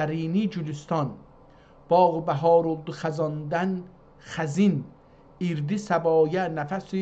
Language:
South Azerbaijani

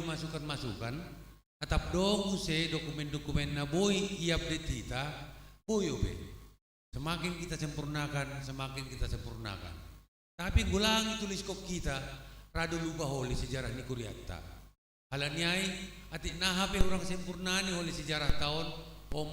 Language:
Batak Simalungun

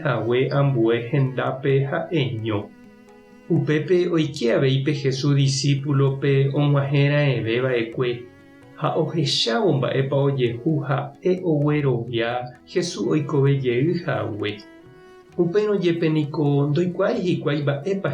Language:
Guarani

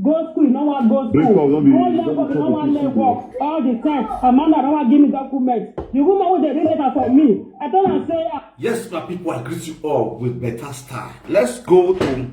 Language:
Nigerian Pidgin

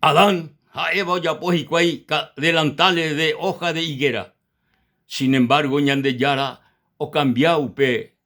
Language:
Guarani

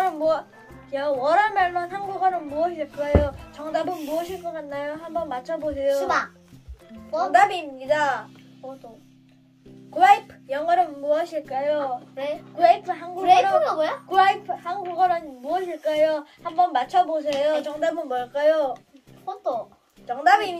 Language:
Korean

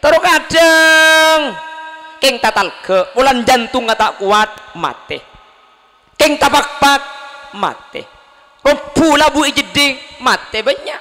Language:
Madurese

